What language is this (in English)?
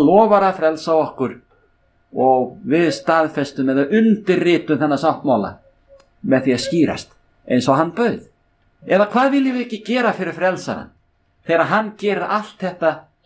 Icelandic